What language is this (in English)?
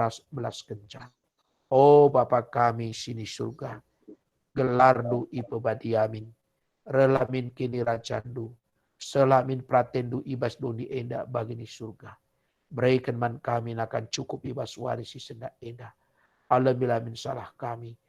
Batak Karo